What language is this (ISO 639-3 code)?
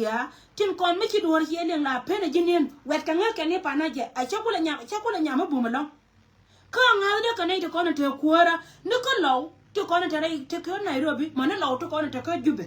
nus